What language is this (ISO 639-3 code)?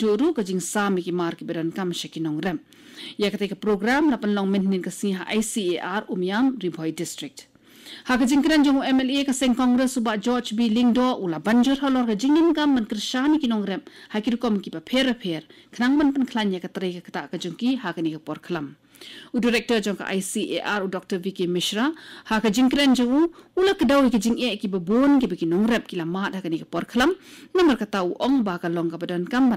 kha